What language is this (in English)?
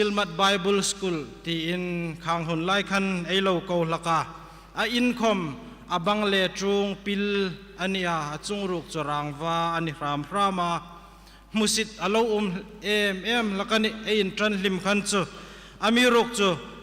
Hmar